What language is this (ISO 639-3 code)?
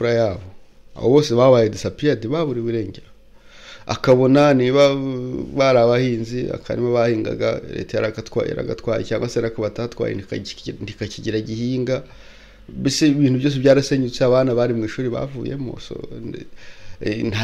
kin